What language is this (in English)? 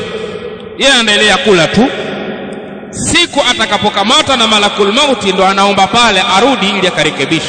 Swahili